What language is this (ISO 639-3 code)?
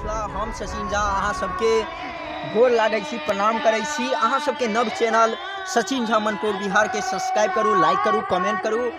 mai